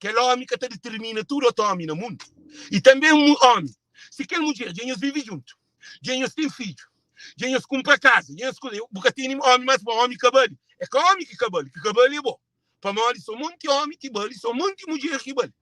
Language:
Kabuverdianu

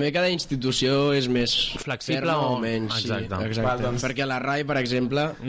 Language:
Catalan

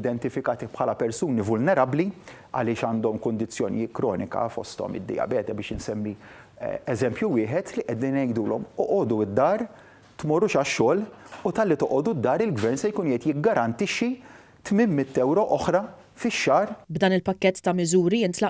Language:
Maltese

